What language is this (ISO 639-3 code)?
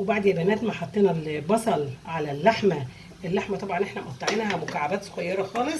arz